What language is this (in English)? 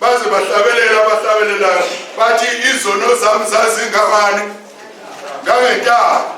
Zulu